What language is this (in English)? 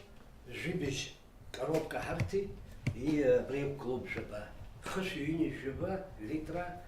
Abkhazian